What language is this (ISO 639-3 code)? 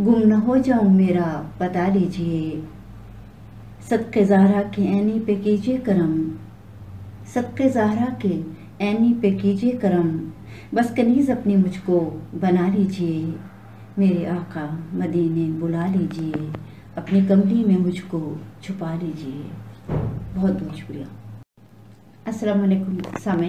urd